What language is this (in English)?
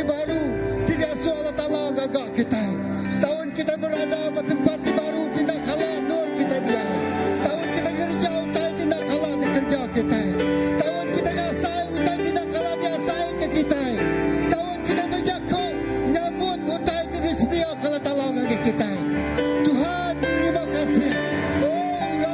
Iban